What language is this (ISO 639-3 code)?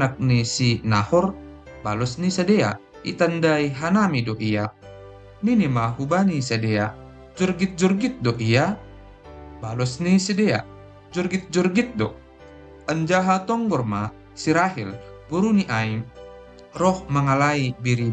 bts